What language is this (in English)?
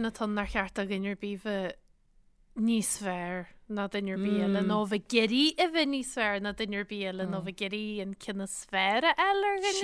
Irish